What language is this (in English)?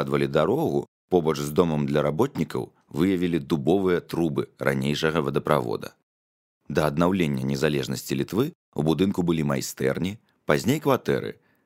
Belarusian